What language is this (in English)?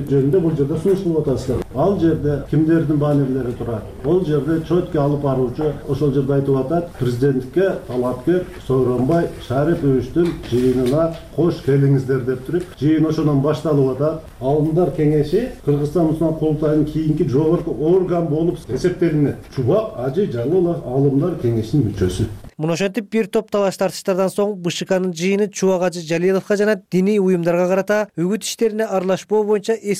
Kyrgyz